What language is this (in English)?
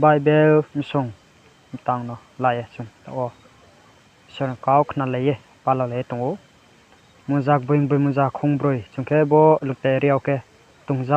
Riang (India)